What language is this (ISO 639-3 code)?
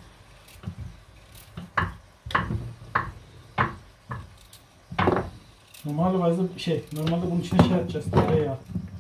tur